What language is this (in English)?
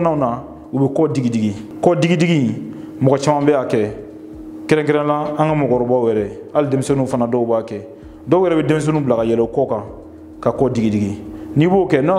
Bambara